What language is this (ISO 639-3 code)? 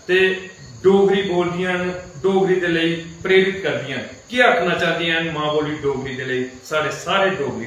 doi